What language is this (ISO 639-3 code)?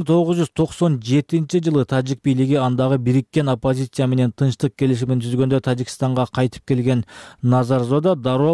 kir